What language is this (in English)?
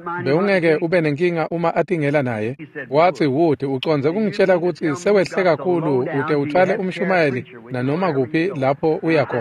Swati